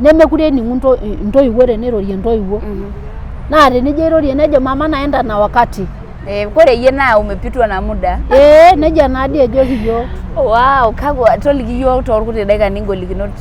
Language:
Masai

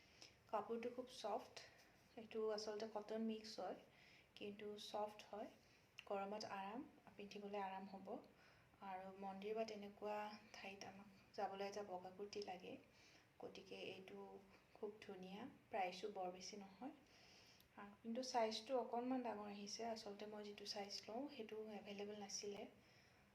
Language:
Assamese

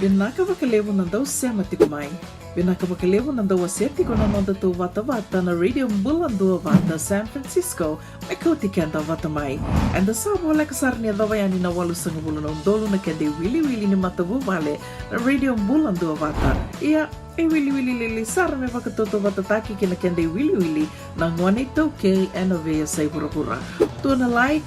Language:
Fijian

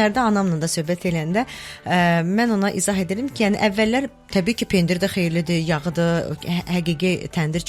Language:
Azerbaijani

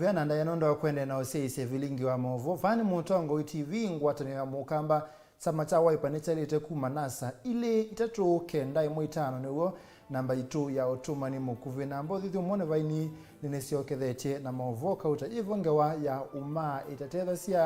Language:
Kamba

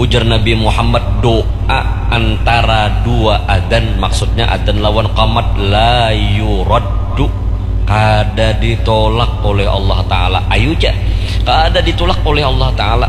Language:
Banjar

